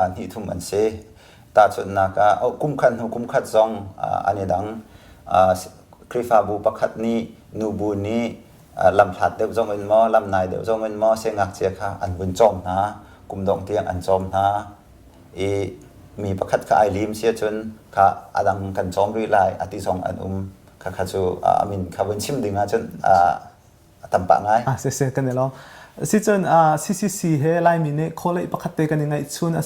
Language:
Hakha Chin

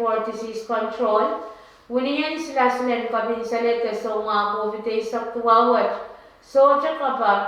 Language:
Pohnpeian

